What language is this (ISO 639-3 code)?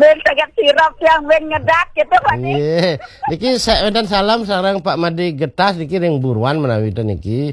ban